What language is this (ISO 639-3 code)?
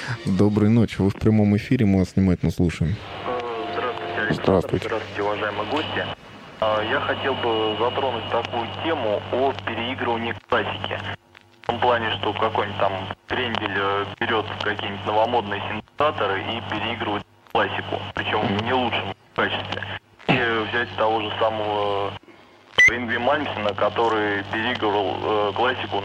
rus